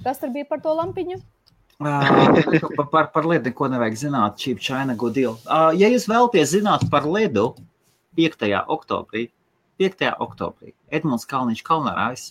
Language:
Latvian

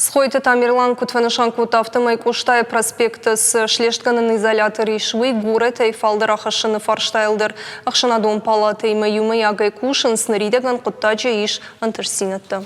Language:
Ossetic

